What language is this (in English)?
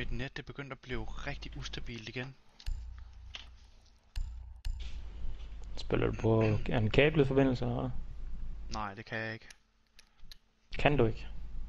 Danish